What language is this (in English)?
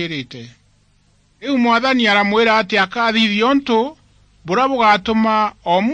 Meru